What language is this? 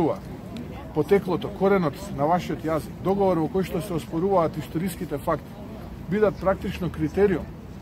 Macedonian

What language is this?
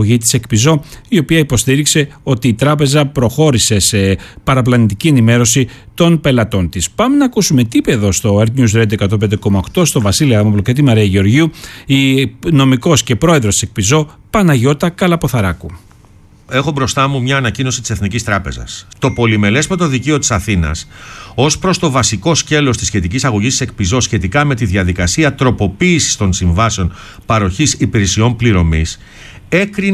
Greek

